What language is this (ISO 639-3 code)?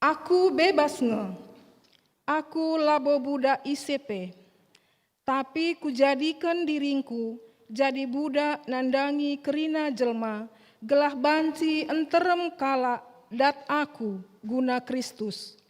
btx